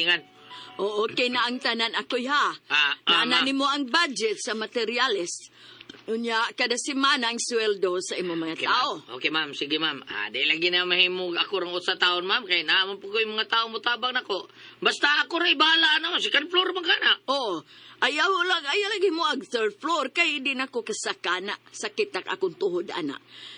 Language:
Cebuano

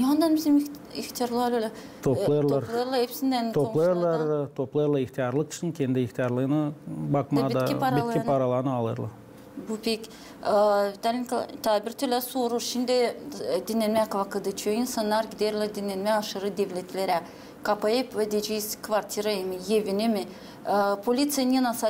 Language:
Gagauz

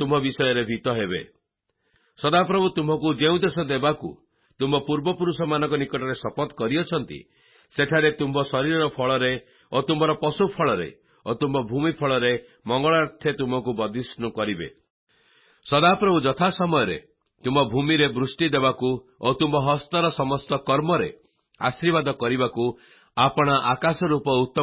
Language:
Odia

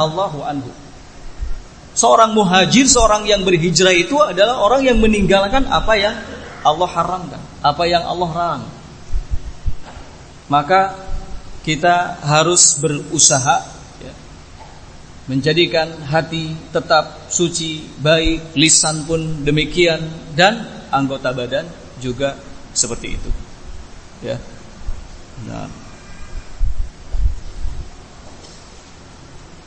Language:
Indonesian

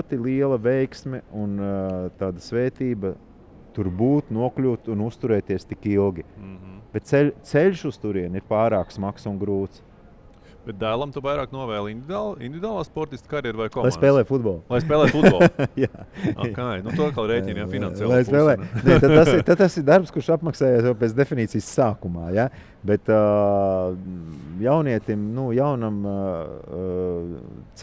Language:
Latvian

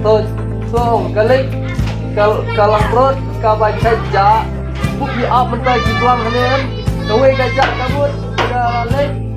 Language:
Khasi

